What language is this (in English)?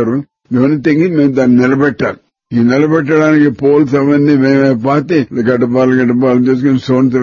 Telugu